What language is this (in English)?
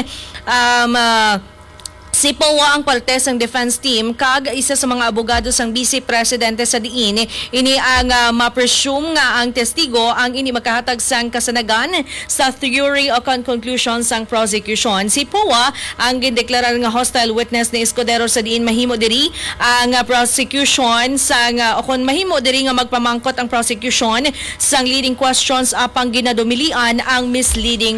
Hiligaynon